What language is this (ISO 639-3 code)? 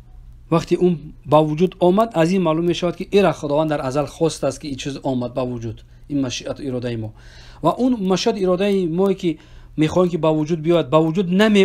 fas